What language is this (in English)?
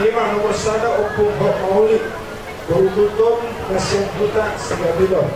Batak Toba